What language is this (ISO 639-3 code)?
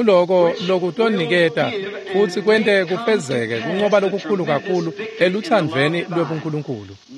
ssw